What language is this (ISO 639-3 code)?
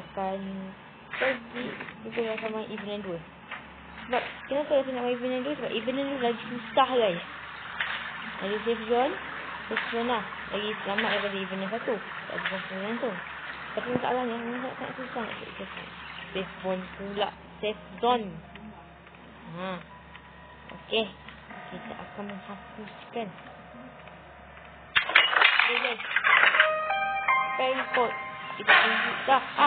msa